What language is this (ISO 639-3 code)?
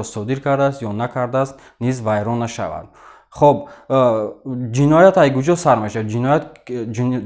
tgk